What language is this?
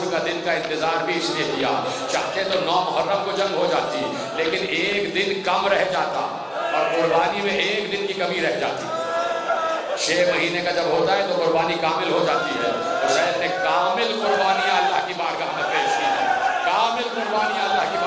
Urdu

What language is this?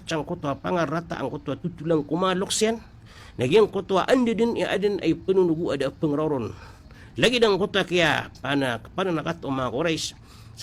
Maranao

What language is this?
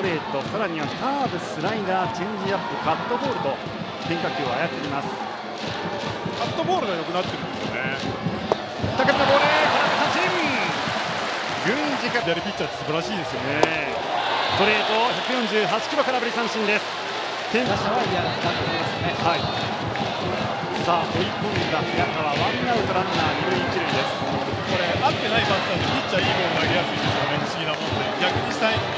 Japanese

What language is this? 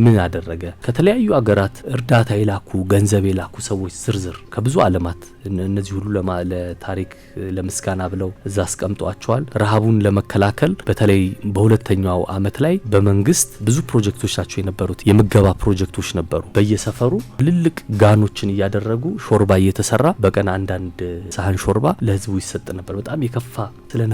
Amharic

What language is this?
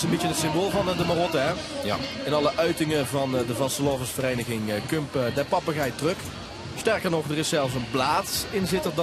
Limburgish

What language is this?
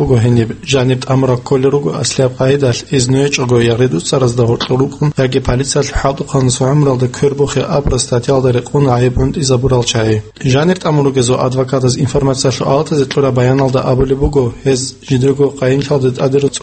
Avaric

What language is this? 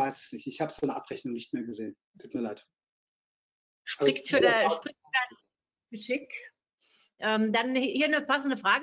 German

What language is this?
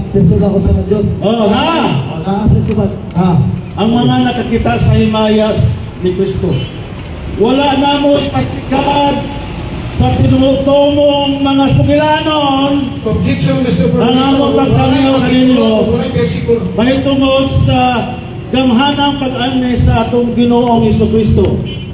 Cebuano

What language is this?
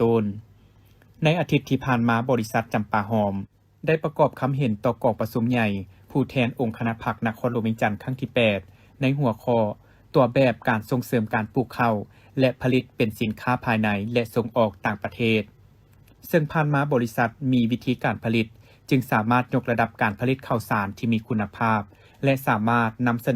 Lao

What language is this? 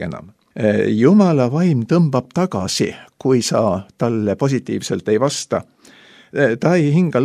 Estonian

